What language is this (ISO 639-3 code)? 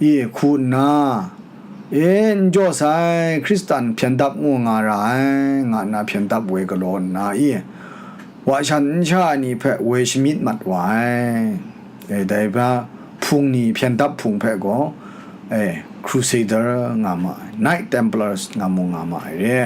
kac